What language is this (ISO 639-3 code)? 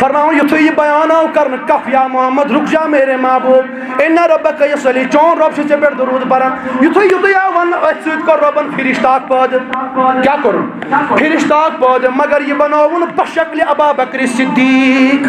kas